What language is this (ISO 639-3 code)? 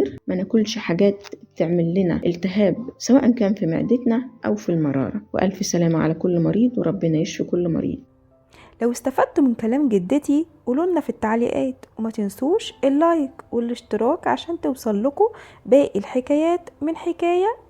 arz